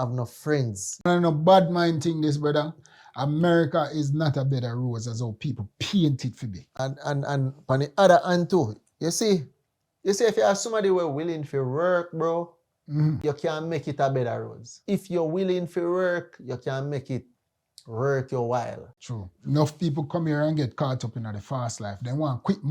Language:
Jamaican Creole English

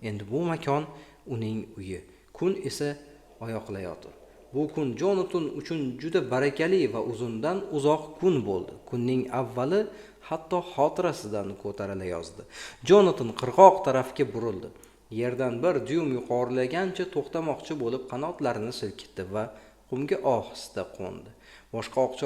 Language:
Uzbek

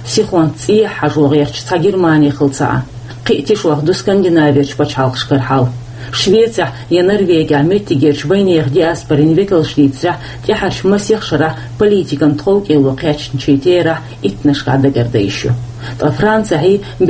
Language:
Chechen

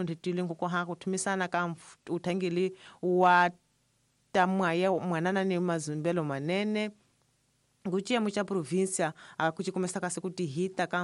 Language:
Tsonga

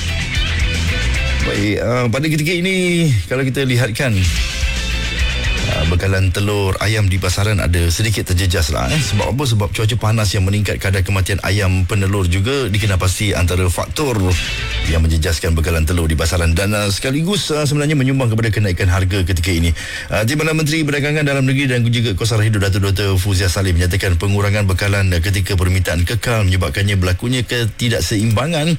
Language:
Malay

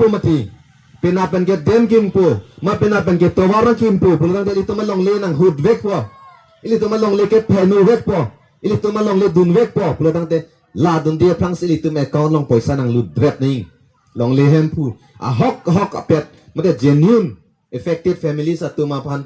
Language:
Karbi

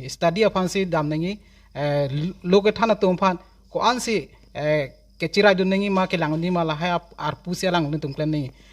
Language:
Karbi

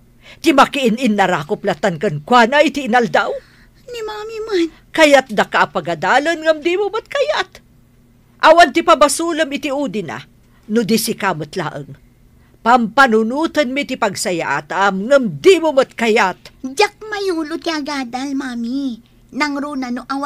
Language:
Iloko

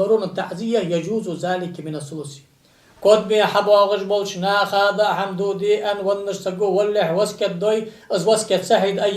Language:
Ingush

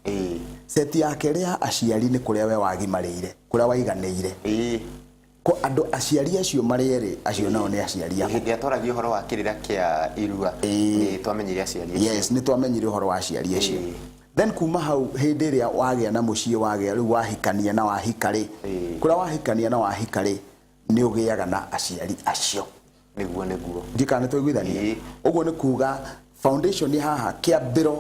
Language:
Kikuyu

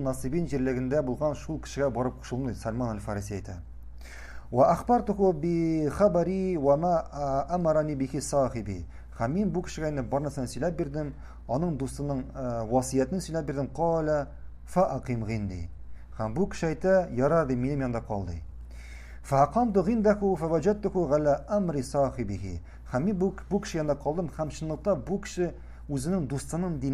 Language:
Tatar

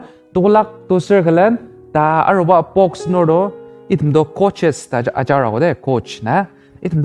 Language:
Ao Naga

